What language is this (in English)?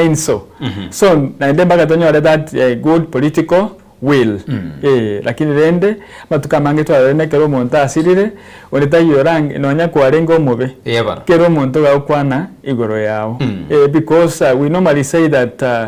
Gusii